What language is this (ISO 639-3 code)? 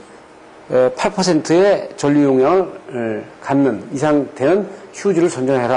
kor